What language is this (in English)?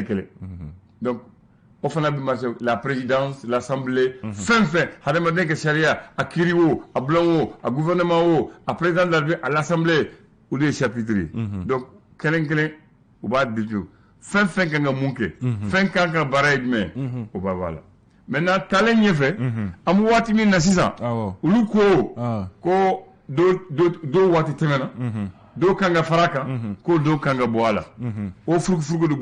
Bambara